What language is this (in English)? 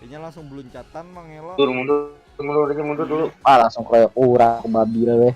Banjar